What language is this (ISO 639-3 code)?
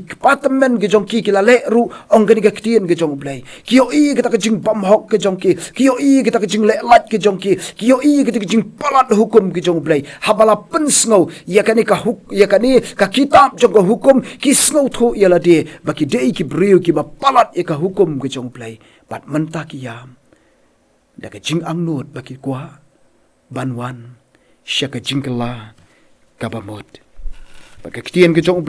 kha